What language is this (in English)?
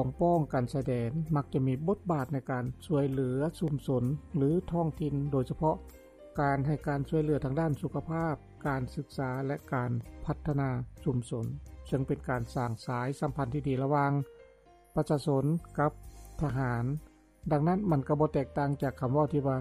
Lao